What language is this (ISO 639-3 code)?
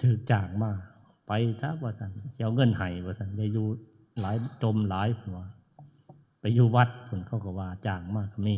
tts